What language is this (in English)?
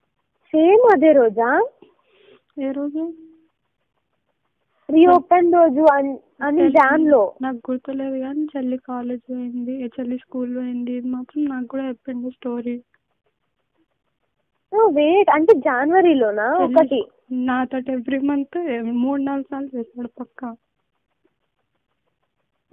Telugu